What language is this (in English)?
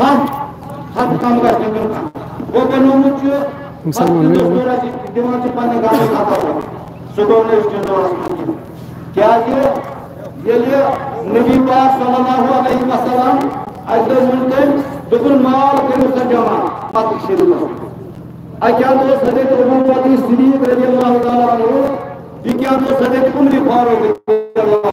Kashmiri